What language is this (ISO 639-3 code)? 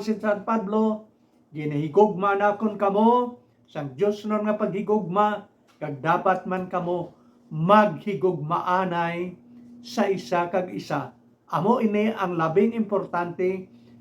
hil